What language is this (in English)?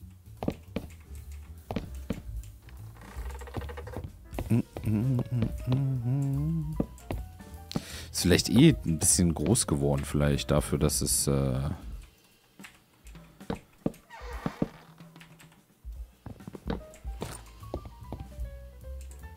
German